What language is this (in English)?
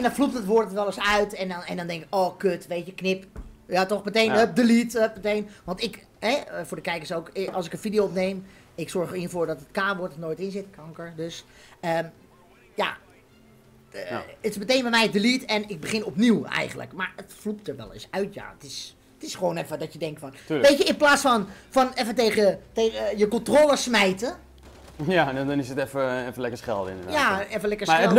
Dutch